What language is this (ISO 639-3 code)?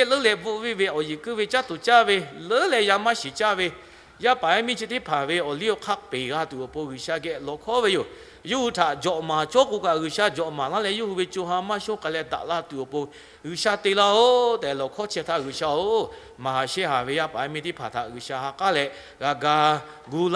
lhu